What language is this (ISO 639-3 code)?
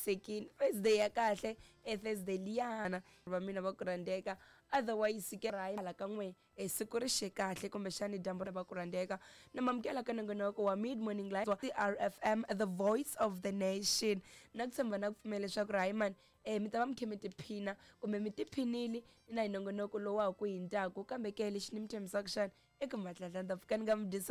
tso